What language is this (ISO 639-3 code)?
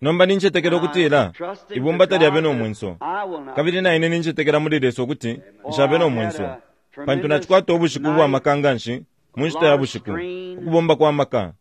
bem